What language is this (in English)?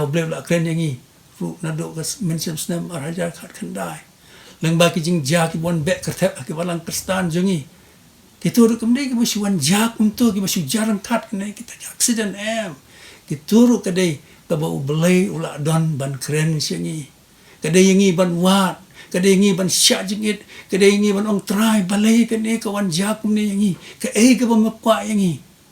Khasi